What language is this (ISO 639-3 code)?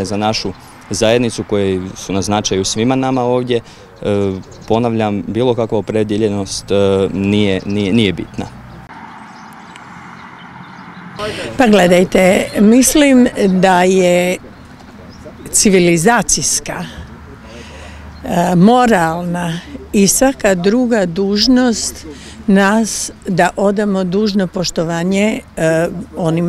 hrv